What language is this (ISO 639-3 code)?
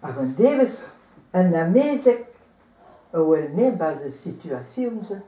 bre